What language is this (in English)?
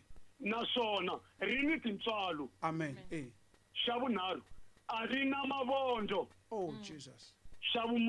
Tsonga